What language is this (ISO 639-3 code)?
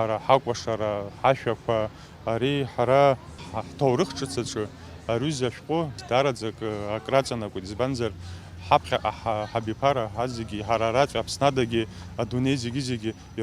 abk